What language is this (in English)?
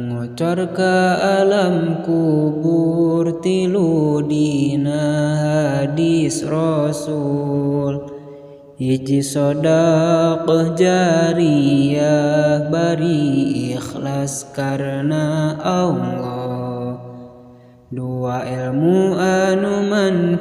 Sundanese